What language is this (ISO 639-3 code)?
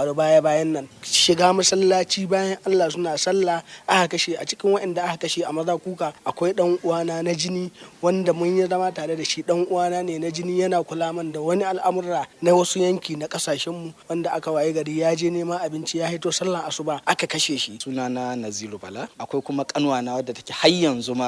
hau